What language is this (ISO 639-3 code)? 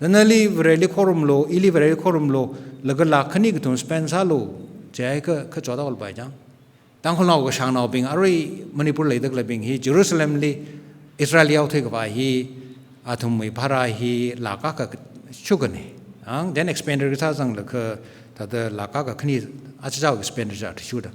nmf